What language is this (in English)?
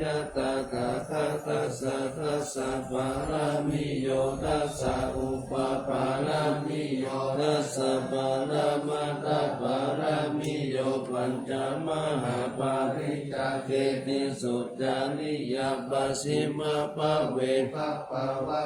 Pali